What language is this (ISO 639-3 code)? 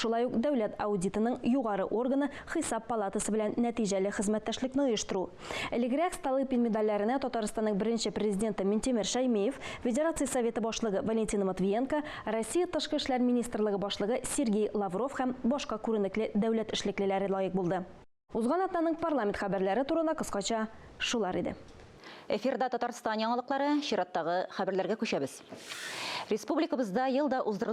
tat